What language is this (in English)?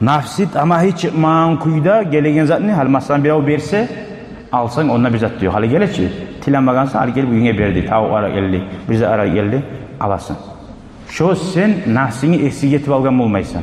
Kumyk